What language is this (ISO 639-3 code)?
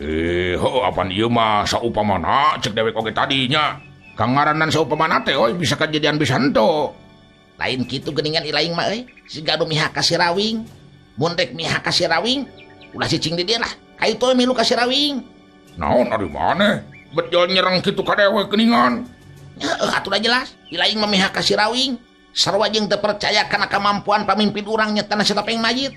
sun